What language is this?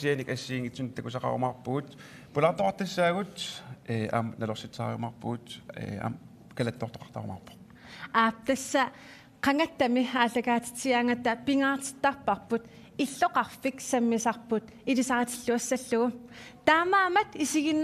Kalaallisut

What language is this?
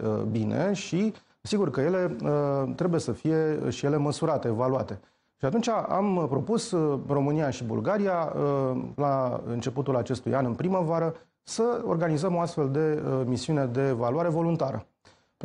Romanian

